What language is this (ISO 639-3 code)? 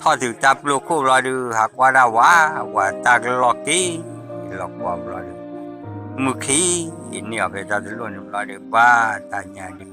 ksw